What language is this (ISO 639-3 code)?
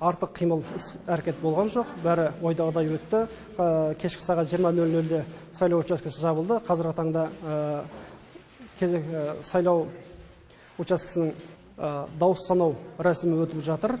kaz